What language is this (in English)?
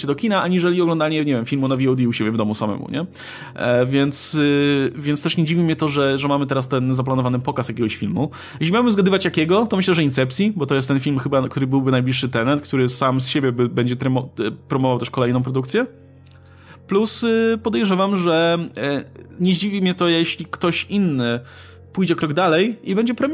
Polish